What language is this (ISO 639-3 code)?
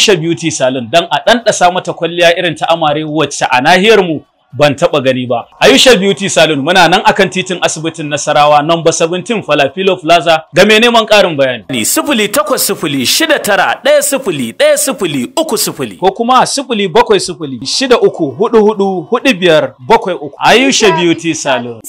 hau